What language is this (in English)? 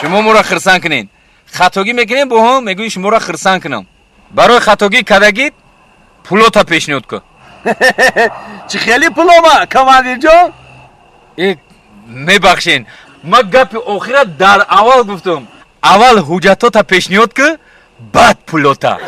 Tajik